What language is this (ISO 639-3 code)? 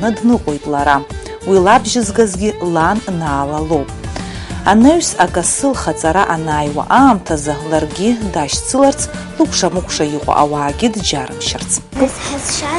abk